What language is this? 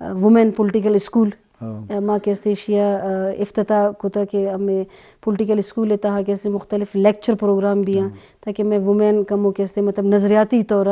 Eastern Balochi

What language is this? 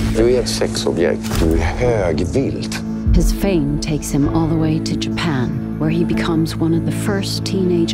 Swedish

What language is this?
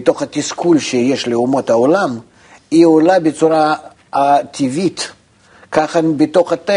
Hebrew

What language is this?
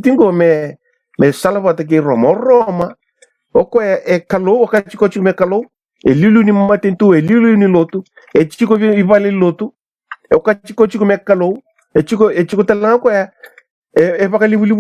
Fijian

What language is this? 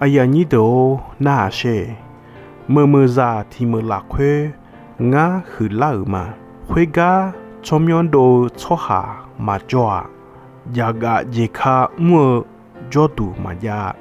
Akha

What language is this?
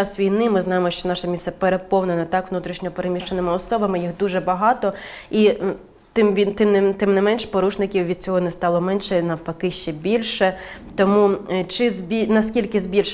Ukrainian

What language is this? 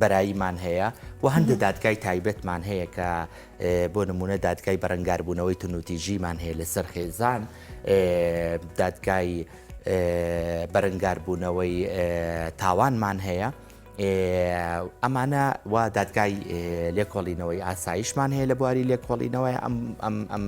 Central Kurdish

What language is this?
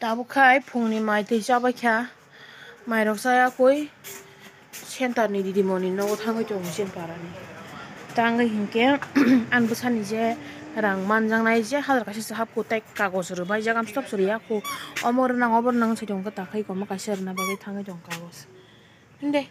Kok Borok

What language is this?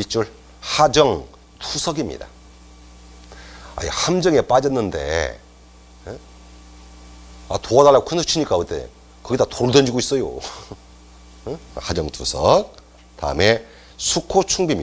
Korean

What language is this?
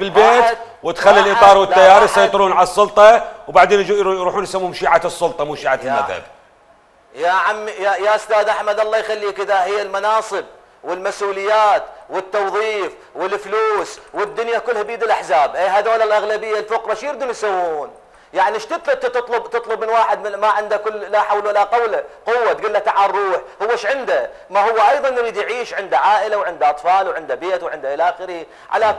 Mesopotamian Arabic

